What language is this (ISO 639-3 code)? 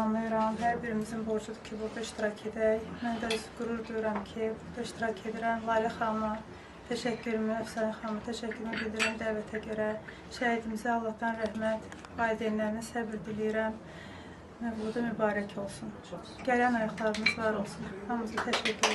aze